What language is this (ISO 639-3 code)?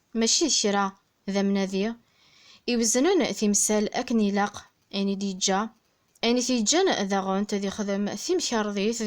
kab